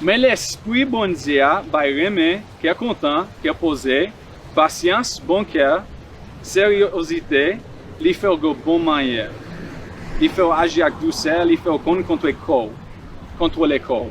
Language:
Haitian Creole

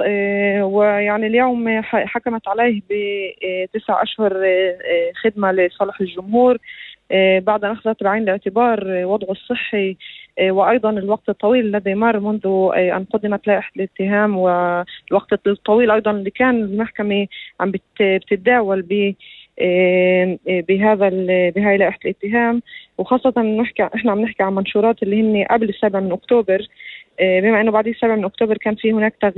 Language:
North Levantine Arabic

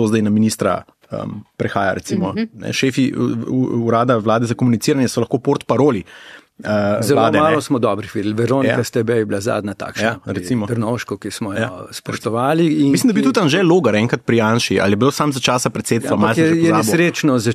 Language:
Slovenian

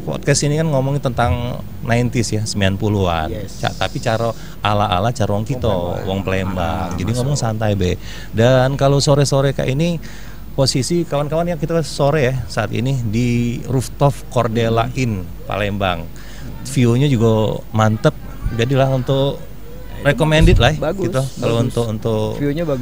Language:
Musi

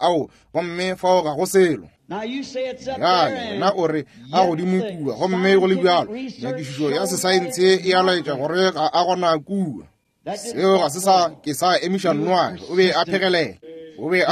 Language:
Northern Sotho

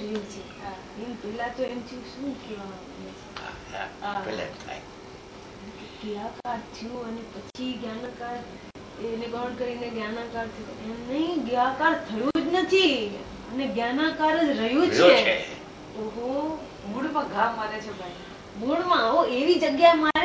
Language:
Gujarati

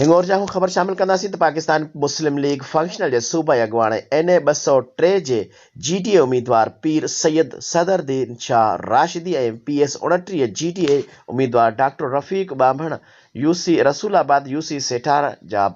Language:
Sindhi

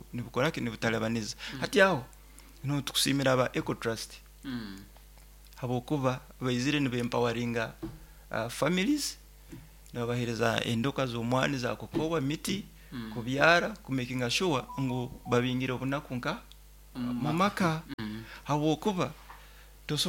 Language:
Nyoro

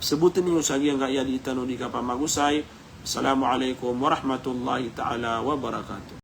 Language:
Maranao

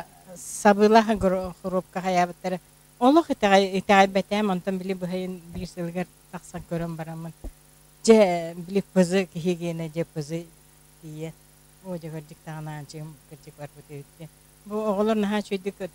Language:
Yakut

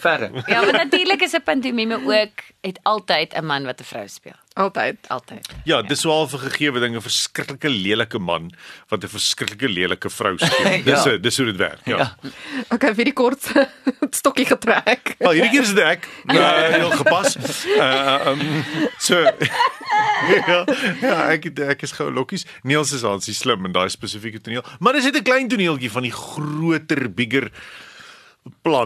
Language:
Afrikaans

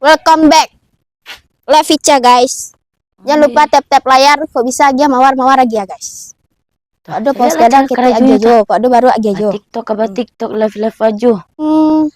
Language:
Minangkabau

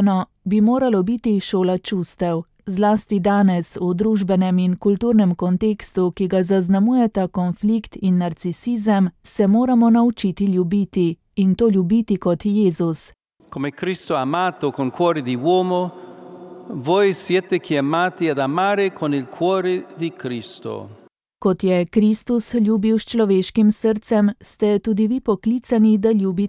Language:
Slovenian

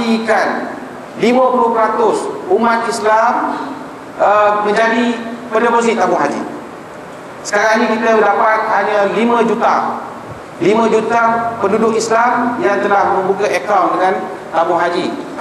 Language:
Malay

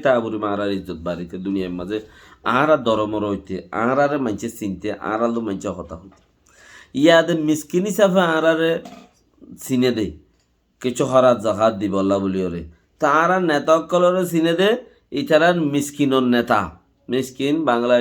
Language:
Rohingya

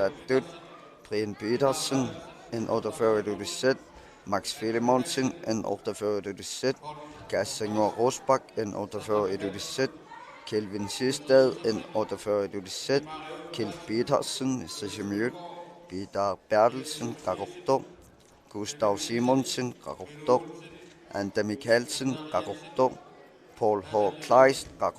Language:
Kalaallisut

